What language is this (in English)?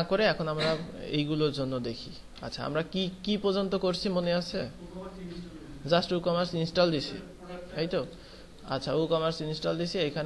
Bangla